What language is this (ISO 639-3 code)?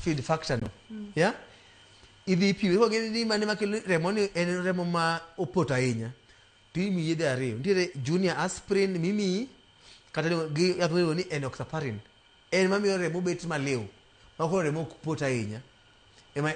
luo